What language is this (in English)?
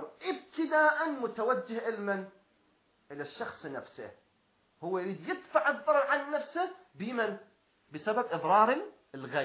Arabic